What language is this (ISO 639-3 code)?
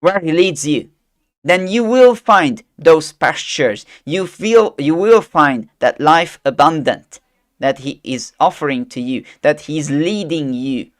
eng